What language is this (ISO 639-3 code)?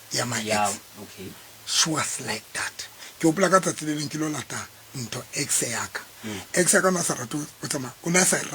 sot